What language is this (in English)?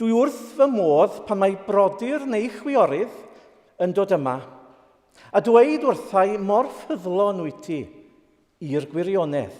Welsh